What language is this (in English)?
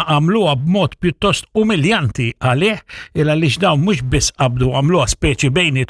Maltese